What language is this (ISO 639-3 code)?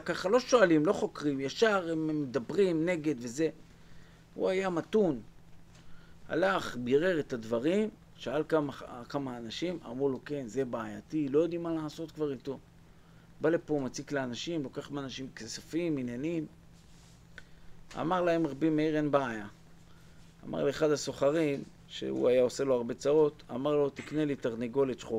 heb